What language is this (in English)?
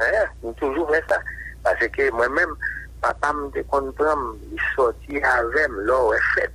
Haitian Creole